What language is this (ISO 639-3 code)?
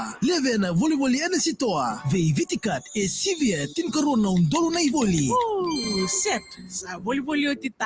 fij